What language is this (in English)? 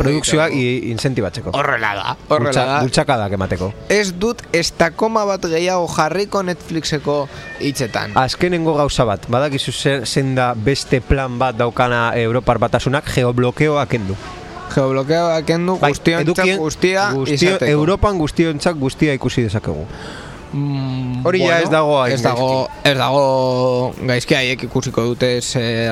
Basque